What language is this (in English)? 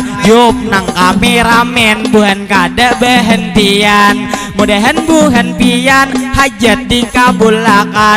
Banjar